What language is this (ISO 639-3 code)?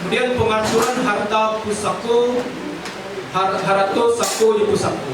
min